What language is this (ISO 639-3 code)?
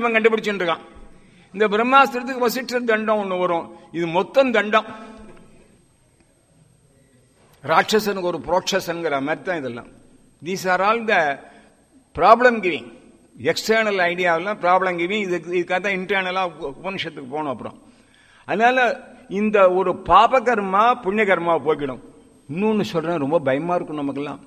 tam